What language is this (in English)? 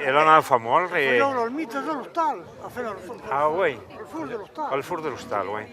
Occitan